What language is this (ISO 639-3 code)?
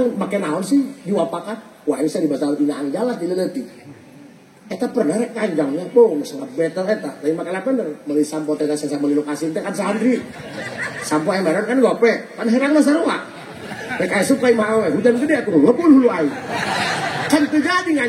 sun